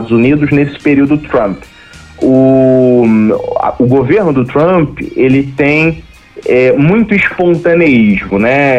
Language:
Portuguese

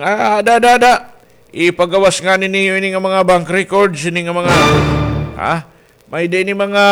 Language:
Waray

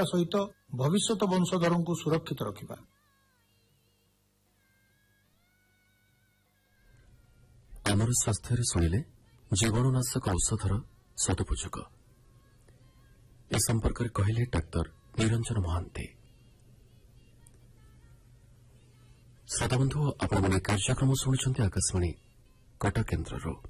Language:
Odia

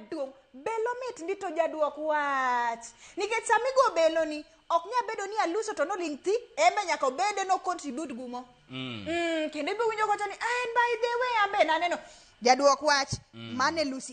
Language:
Luo (Kenya and Tanzania)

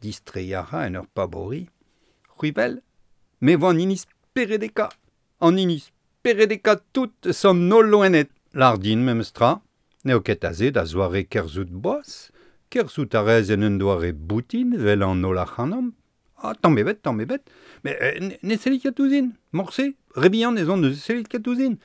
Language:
Breton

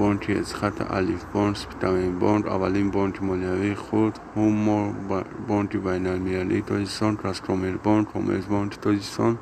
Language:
Tajik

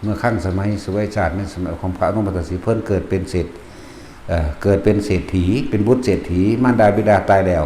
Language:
Lao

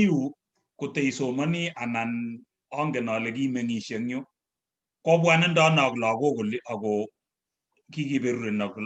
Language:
Kalenjin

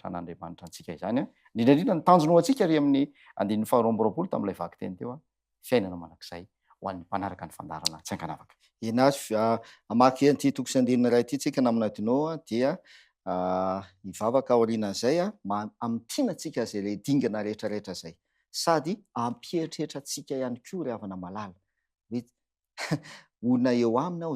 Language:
Malagasy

